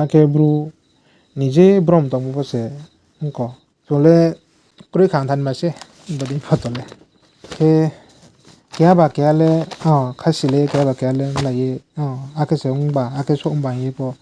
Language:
Riang (India)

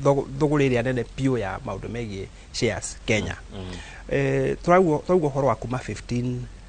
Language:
Kikuyu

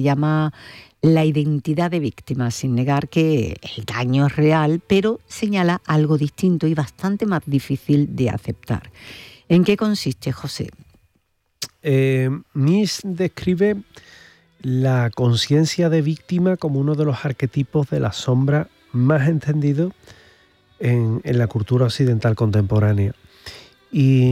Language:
Spanish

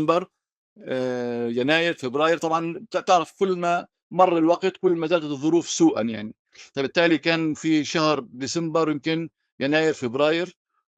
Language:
North Levantine Arabic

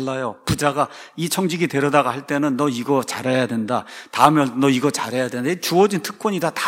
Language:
Korean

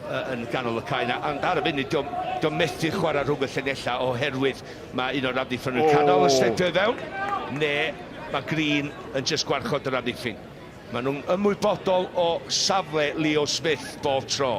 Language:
Welsh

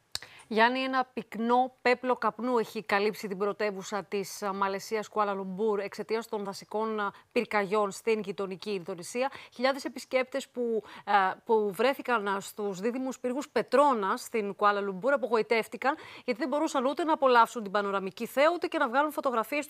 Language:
Greek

